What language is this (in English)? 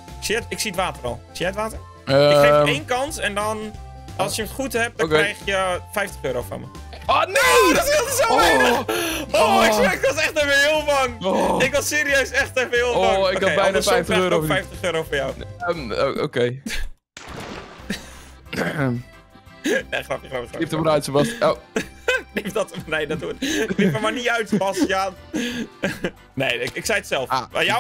Dutch